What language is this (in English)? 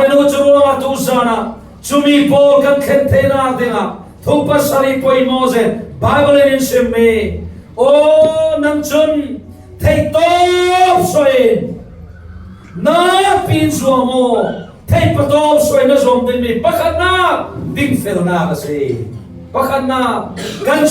Falam Chin